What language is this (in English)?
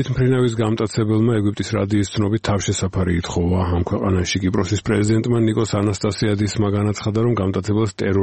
Georgian